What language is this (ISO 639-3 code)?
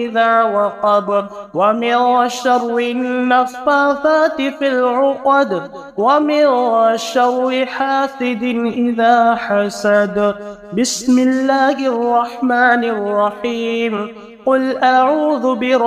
ara